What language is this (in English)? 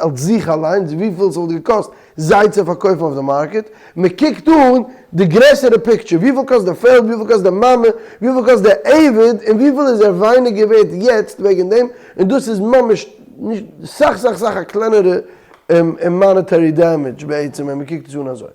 Yiddish